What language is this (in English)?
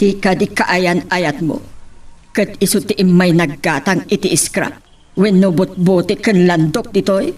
Iloko